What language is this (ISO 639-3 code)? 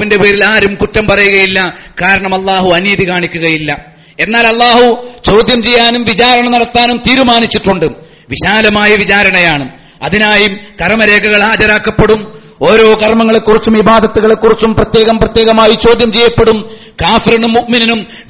mal